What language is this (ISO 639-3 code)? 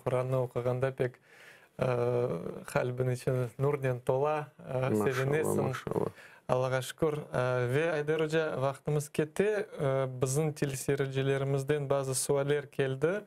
crh